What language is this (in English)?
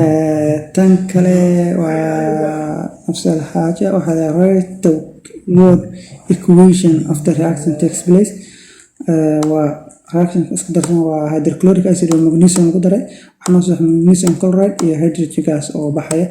Somali